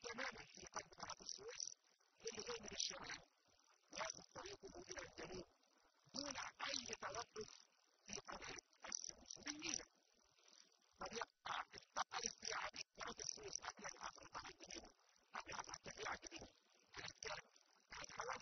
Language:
Egyptian Arabic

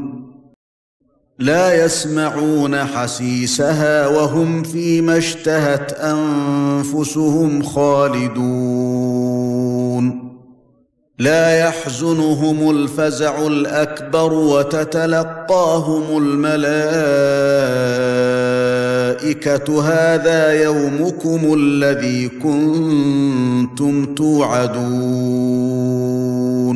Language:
Arabic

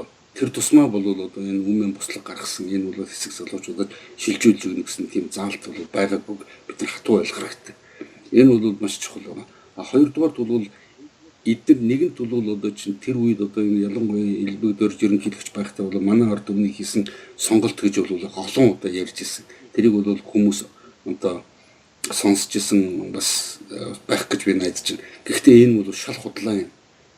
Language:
Mongolian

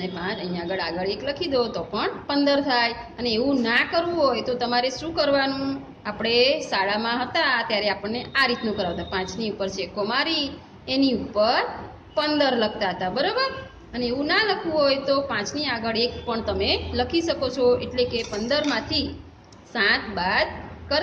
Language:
Gujarati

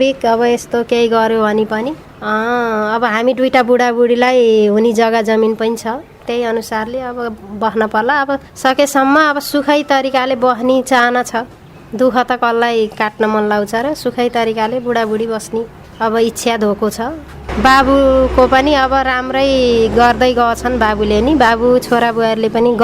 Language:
Nepali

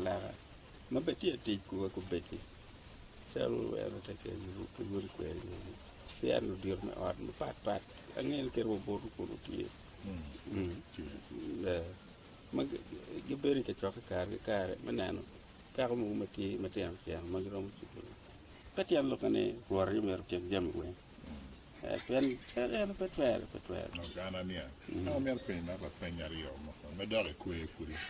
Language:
Acoli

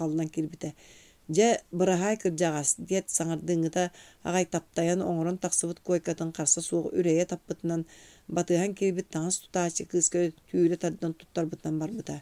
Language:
Yakut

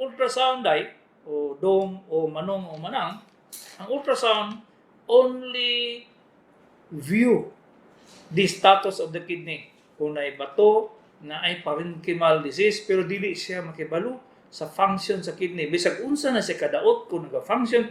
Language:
Cebuano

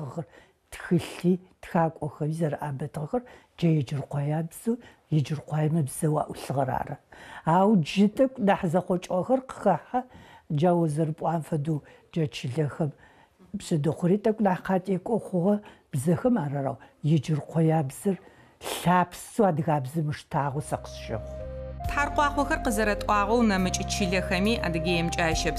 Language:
Adyghe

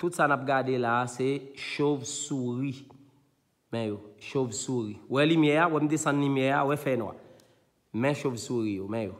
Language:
Haitian Creole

